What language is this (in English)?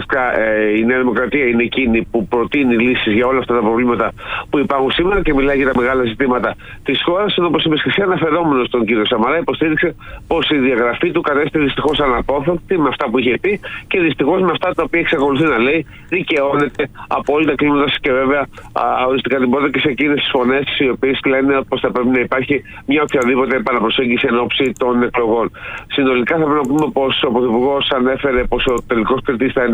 Greek